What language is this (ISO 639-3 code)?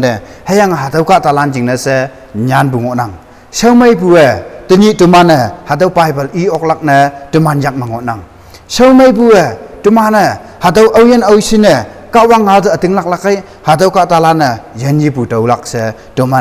nbe